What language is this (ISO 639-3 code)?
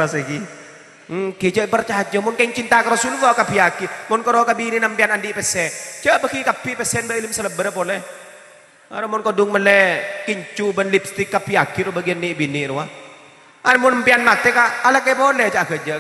mad